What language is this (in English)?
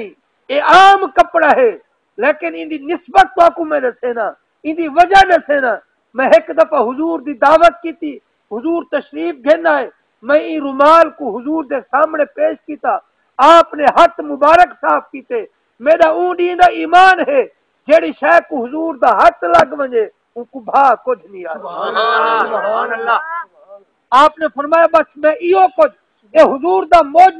Saraiki